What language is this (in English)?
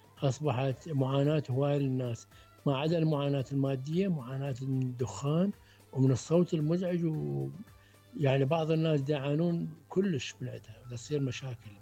Mesopotamian Arabic